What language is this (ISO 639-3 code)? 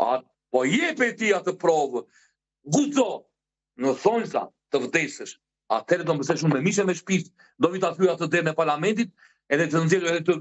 sqi